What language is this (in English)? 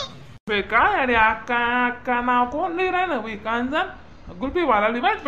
Khandesi